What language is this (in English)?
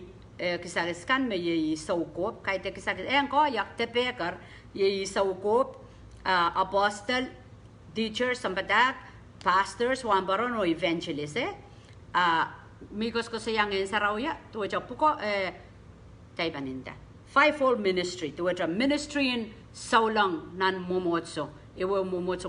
Pohnpeian